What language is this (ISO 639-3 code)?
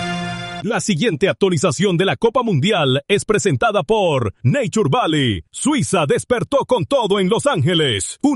spa